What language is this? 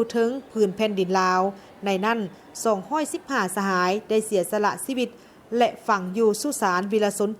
Lao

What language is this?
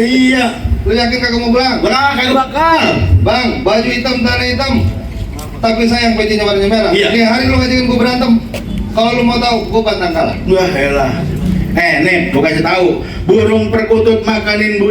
Betawi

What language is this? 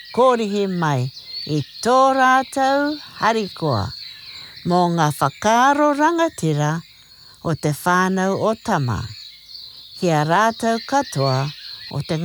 Māori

